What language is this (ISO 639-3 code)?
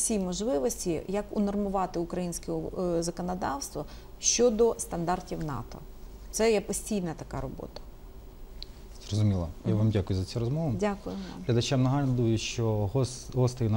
ukr